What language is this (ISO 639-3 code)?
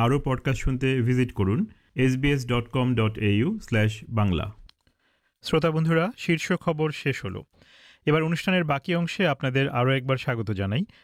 ben